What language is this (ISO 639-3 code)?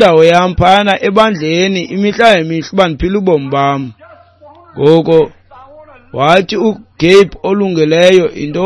xho